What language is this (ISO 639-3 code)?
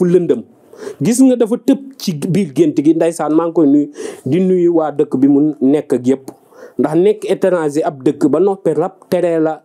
wol